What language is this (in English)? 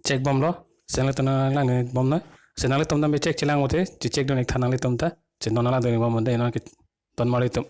Karbi